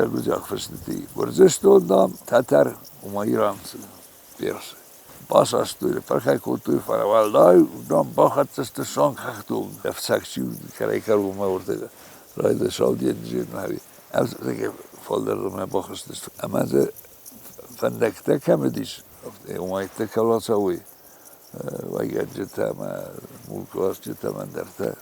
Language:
Ossetic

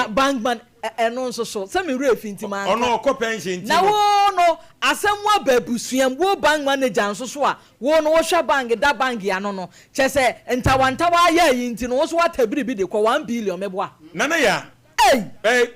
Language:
Akan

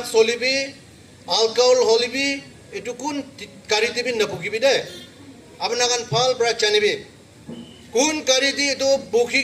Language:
Naga Pidgin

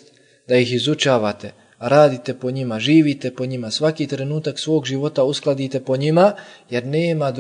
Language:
Bosnian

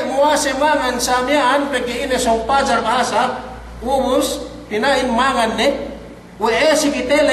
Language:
Yakan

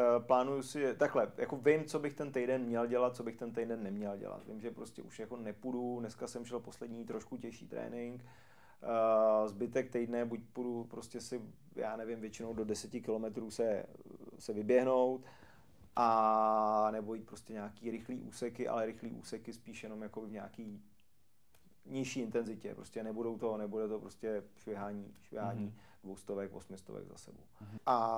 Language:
Czech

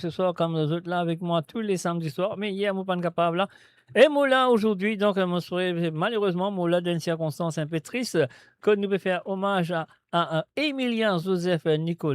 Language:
Morisyen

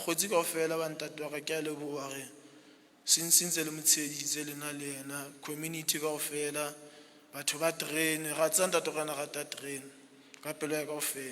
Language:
Southern Sotho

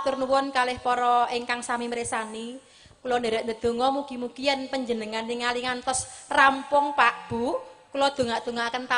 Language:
Javanese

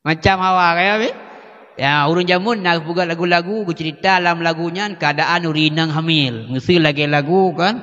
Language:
Achinese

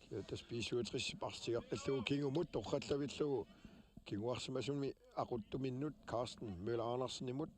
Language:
Kalaallisut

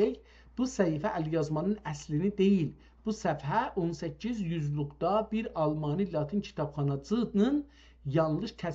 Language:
South Azerbaijani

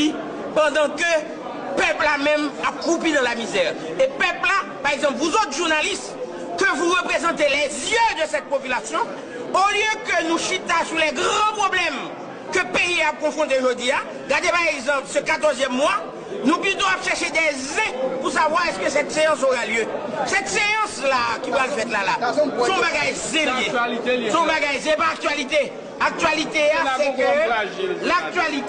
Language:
Haitian Creole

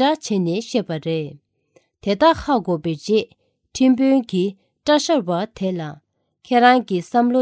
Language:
Tibetan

